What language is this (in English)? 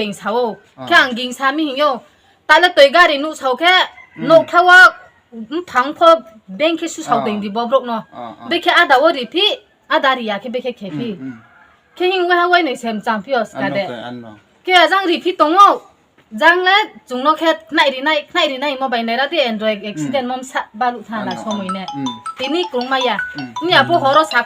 Riang (India)